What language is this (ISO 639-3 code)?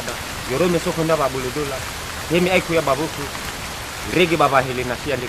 nia